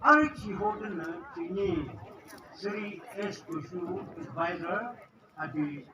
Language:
Yimchungru Naga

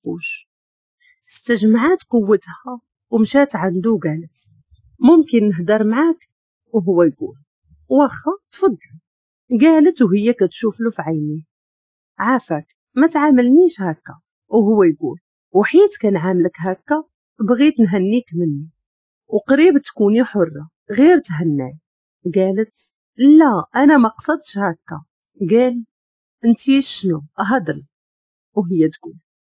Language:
Moroccan Arabic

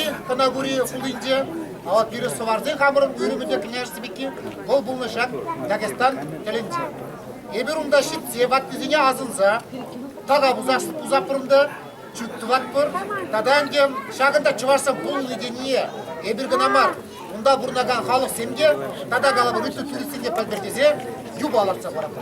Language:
Chuvash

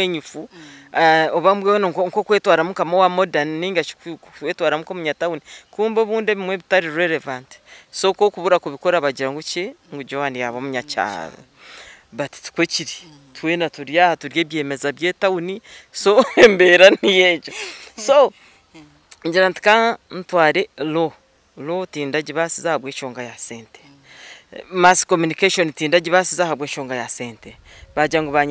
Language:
Nyankole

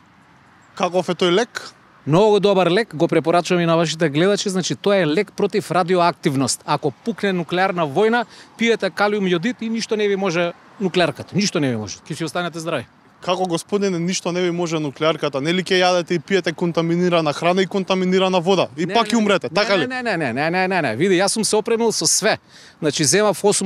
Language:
Macedonian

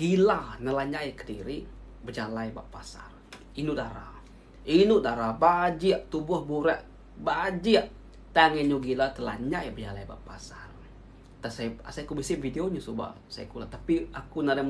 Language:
Iban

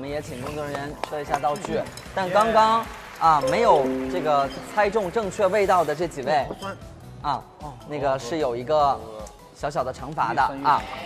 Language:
Chinese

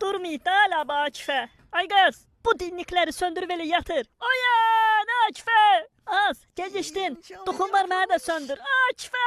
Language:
Azerbaijani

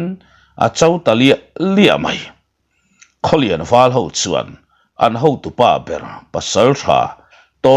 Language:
Mizo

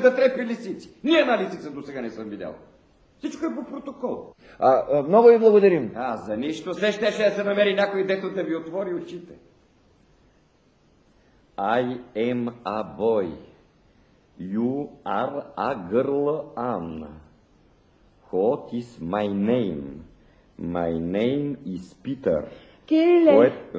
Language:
Bulgarian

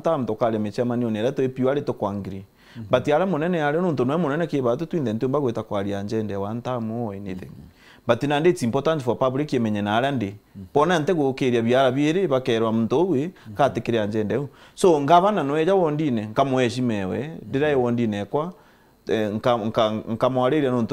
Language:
Meru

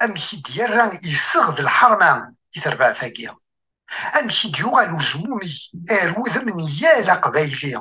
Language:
Kabyle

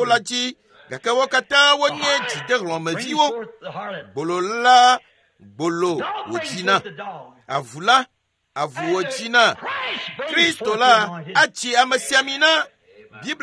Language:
Ewe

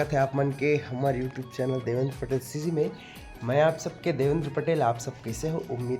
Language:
Chhattisgarhi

